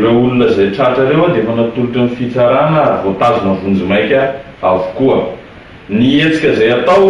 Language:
Malagasy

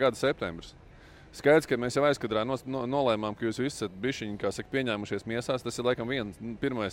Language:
Latvian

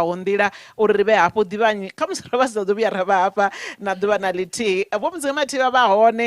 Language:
Venda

